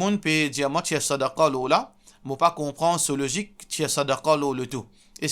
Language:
Morisyen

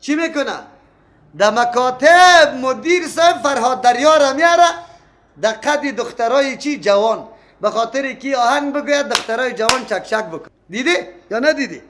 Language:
Persian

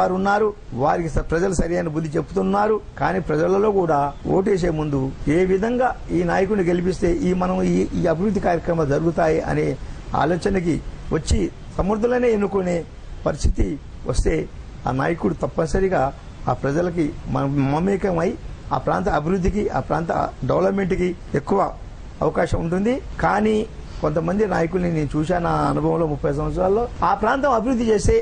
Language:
Telugu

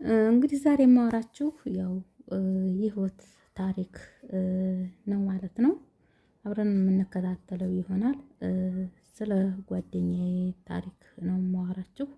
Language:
Amharic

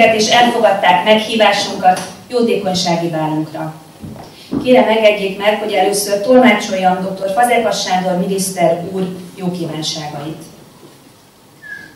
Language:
Hungarian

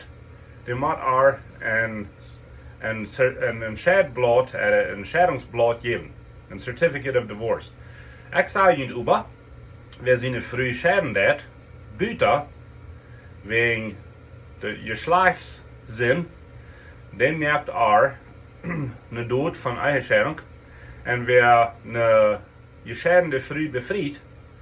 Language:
Plautdietsch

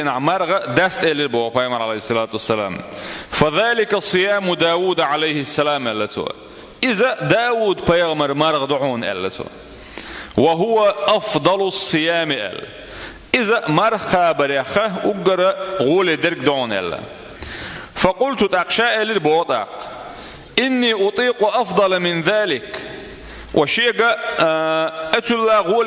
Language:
Chechen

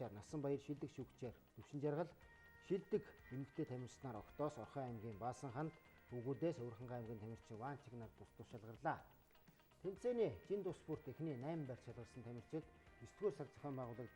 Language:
Mongolian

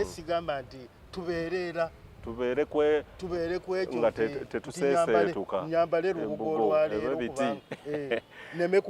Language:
Ganda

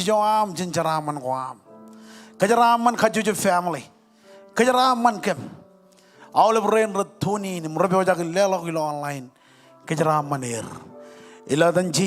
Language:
Marshallese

